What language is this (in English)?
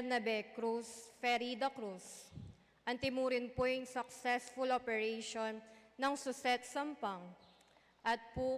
Pampanga